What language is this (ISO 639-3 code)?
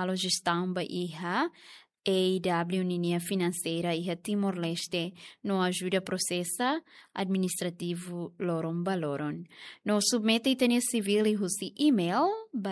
tet